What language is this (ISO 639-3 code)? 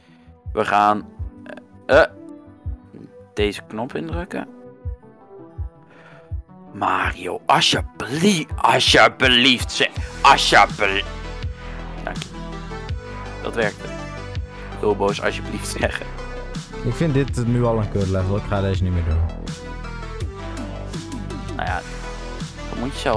nld